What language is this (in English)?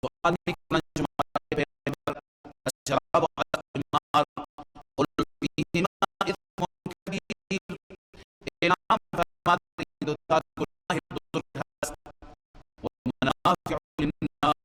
Persian